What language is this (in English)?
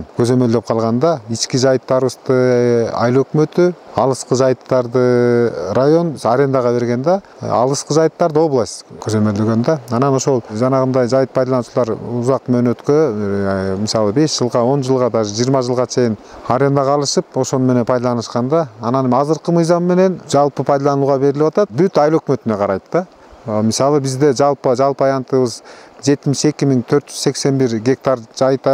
Kyrgyz